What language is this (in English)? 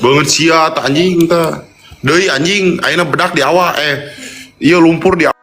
Sundanese